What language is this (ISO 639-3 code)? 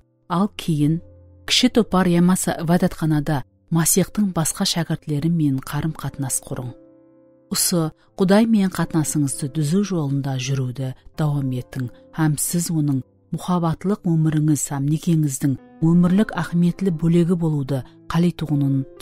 kaa